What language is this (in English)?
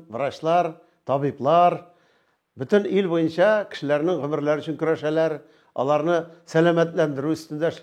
Tatar